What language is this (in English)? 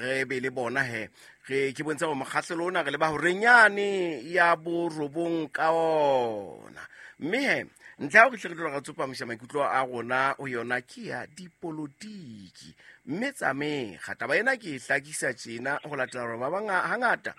Southern Sotho